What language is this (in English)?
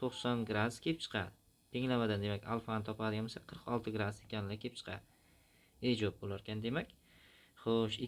Uzbek